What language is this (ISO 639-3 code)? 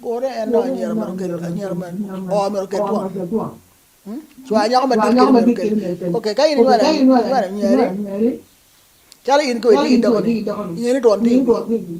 ach